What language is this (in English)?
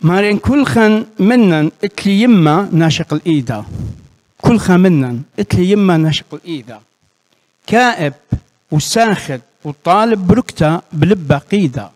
Assyrian Neo-Aramaic